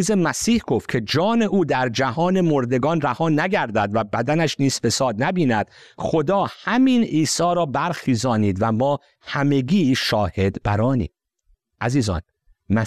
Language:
Persian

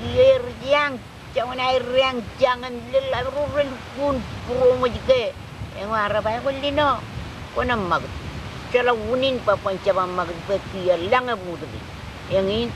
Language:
Marshallese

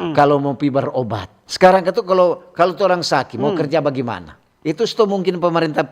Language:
Manado Malay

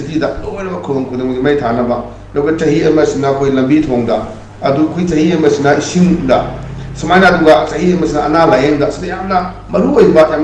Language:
Manipuri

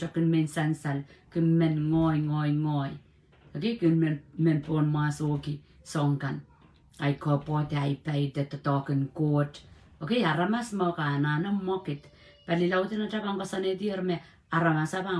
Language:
Pohnpeian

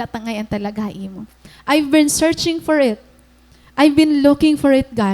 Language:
Waray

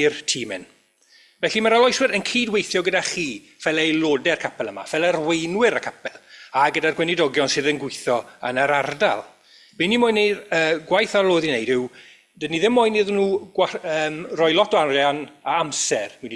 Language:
Welsh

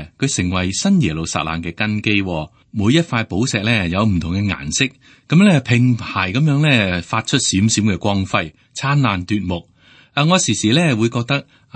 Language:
Cantonese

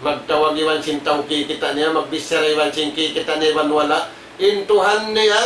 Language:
Tausug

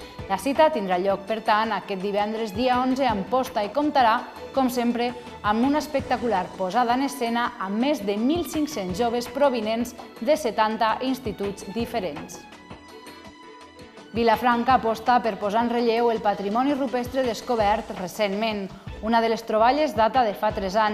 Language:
Catalan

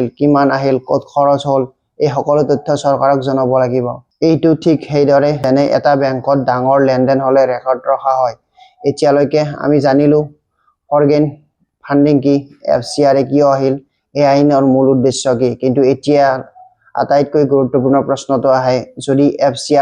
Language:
Assamese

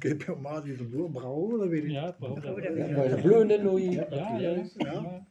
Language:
Breton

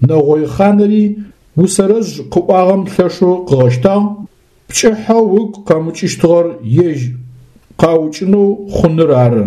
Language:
Adyghe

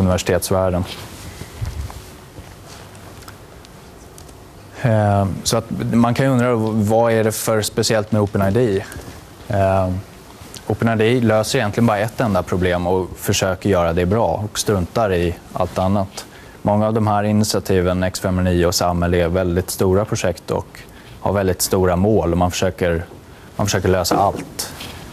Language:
Swedish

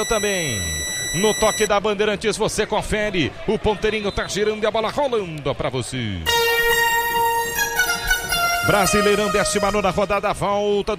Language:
Portuguese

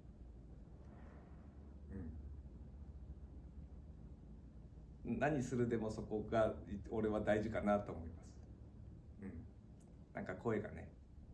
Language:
Japanese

